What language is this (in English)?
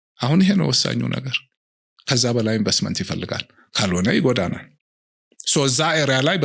Amharic